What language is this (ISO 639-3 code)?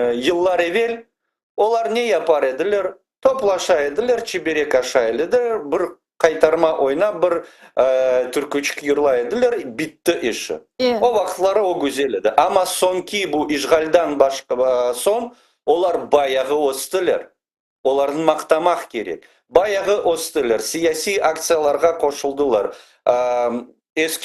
crh